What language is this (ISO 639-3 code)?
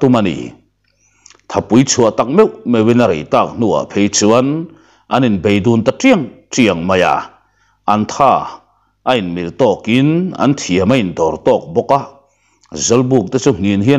lus